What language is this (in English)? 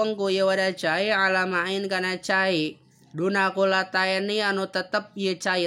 Sundanese